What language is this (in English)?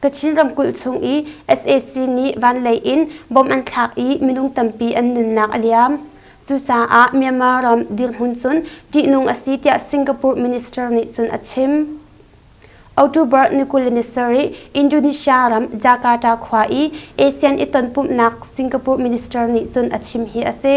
Hakha Chin